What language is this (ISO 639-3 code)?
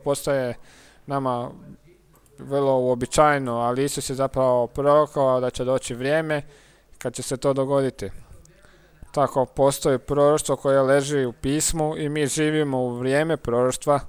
hrv